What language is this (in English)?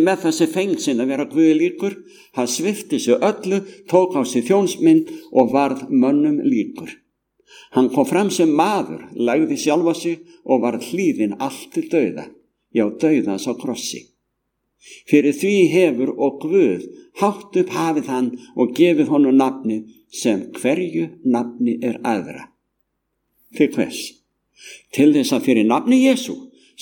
Icelandic